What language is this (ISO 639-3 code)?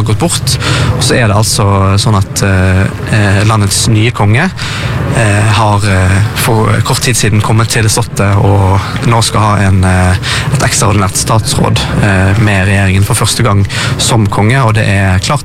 nor